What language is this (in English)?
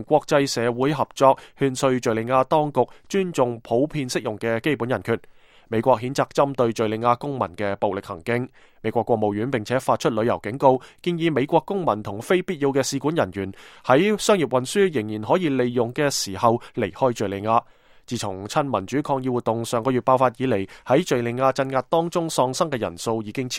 Cantonese